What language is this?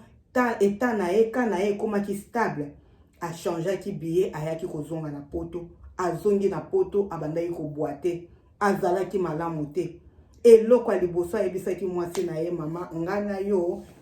Lingala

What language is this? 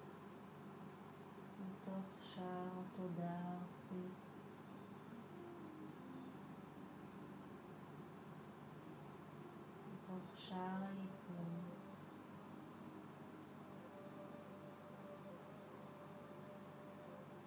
Hebrew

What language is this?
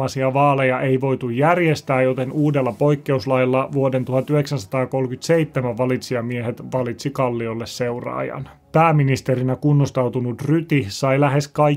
Finnish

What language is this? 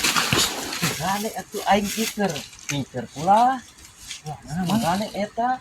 Sundanese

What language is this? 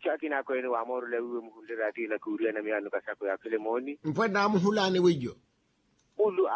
Makhuwa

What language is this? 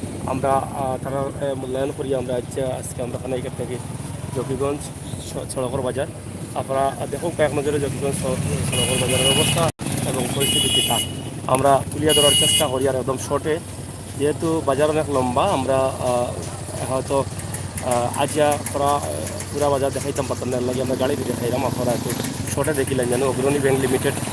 Sylheti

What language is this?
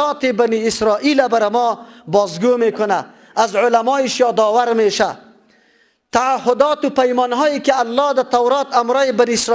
Persian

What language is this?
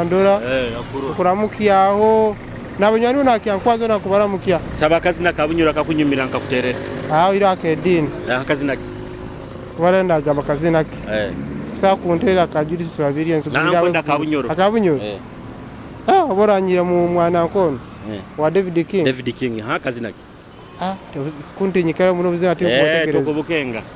Nyoro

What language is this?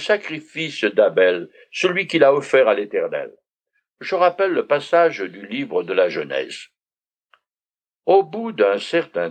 French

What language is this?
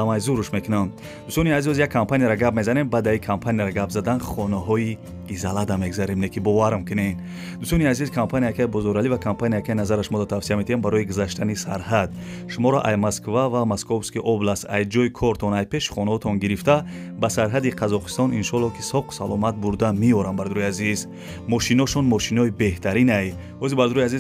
Tajik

